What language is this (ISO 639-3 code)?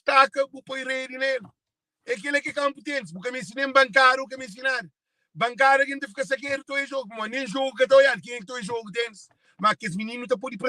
kea